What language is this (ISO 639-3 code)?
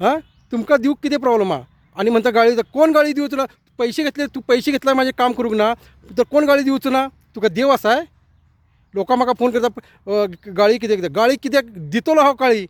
kok